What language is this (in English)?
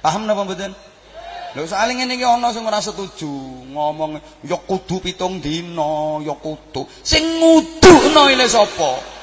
Javanese